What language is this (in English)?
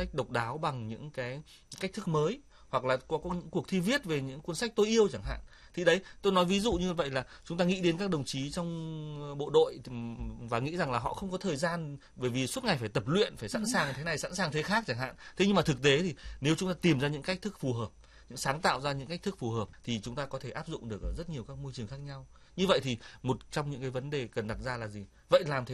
Vietnamese